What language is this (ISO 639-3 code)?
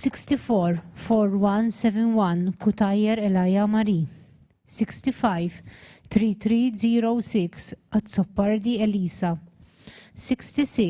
eng